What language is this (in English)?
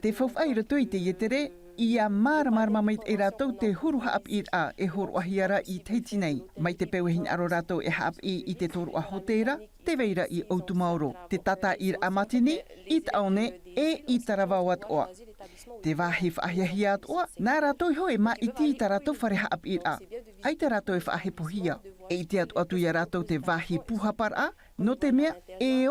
Tahitian